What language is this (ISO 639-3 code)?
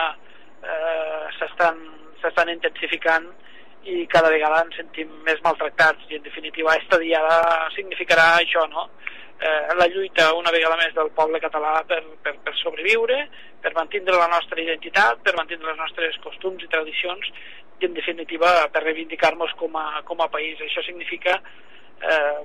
cat